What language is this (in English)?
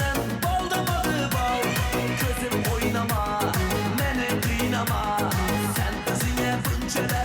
Kara-Kalpak